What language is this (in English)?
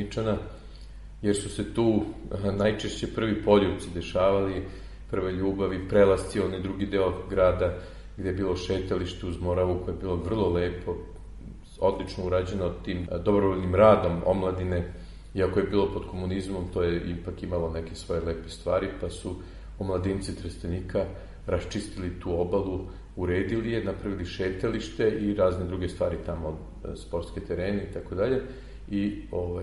Serbian